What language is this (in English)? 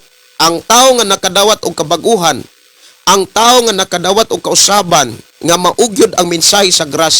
Cebuano